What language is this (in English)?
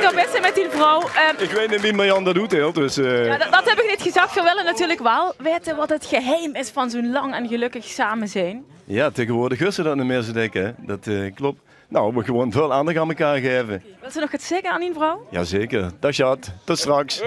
Limburgish